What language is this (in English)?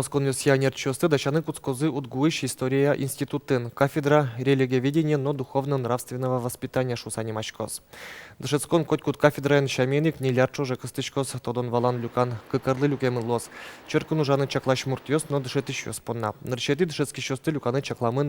Udmurt